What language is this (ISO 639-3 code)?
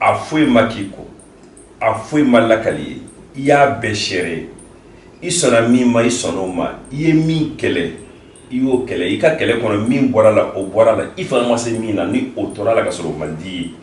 bam